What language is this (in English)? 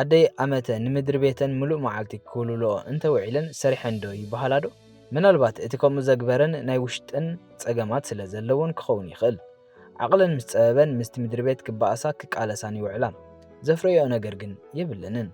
Tigrinya